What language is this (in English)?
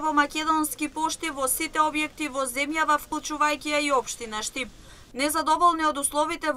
Macedonian